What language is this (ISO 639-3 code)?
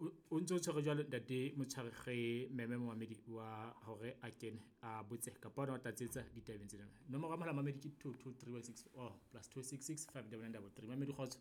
sot